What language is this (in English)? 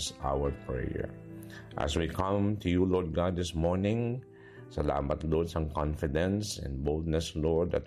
Hiligaynon